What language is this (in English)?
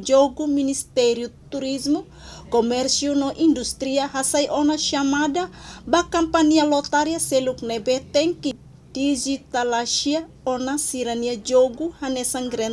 Tetum